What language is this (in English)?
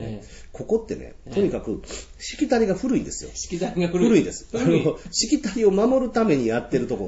Japanese